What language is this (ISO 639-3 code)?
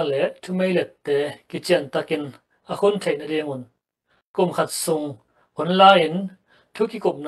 ctd